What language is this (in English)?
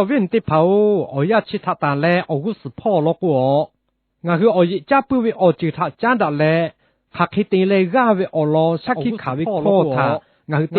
Lahu